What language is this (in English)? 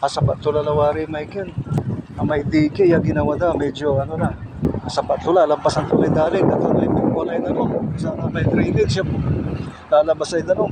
Pangasinan